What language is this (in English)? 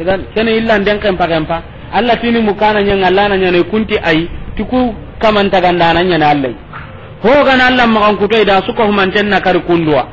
Soninke